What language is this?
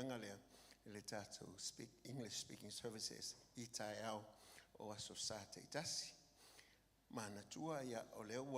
Samoan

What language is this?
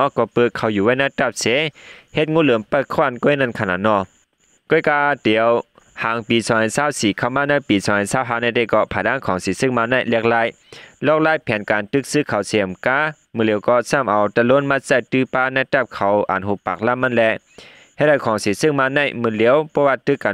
Shan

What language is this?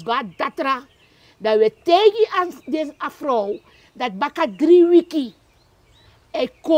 Sranan Tongo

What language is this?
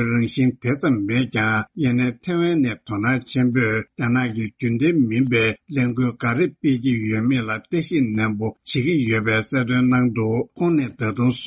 Tibetan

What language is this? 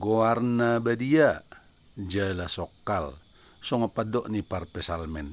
Batak Toba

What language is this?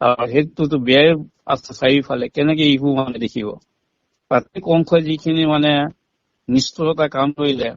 Assamese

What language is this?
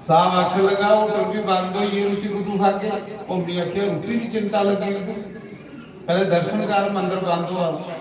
Dogri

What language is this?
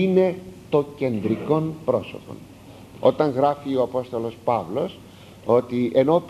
Greek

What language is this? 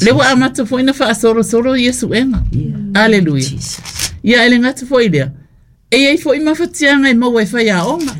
Samoan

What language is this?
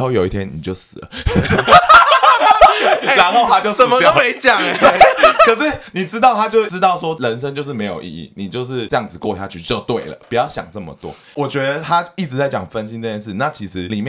Chinese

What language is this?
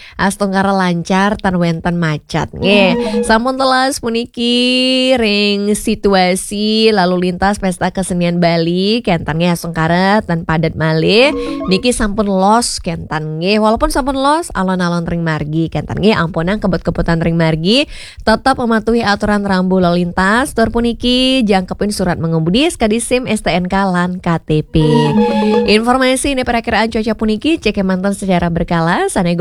Balinese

